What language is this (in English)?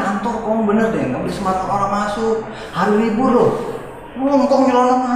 Betawi